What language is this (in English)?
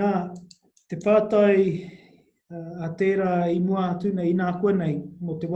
Māori